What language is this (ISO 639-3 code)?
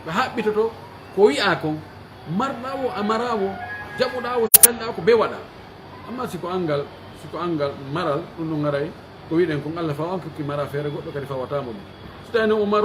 fuf